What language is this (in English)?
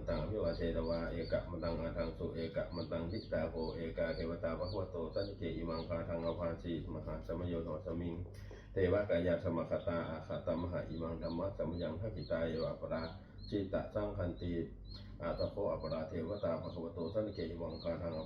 Pali